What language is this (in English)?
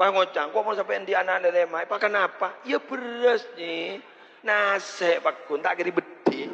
Madurese